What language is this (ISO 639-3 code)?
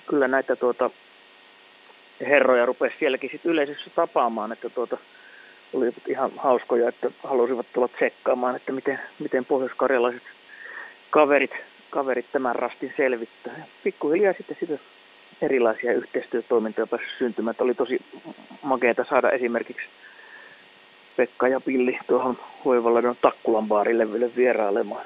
fin